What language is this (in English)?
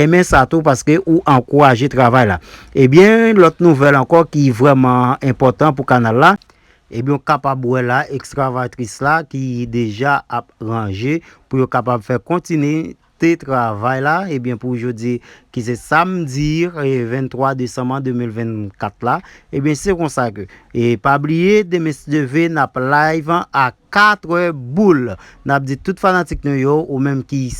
Haitian Creole